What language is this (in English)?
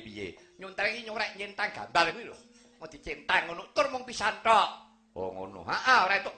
Javanese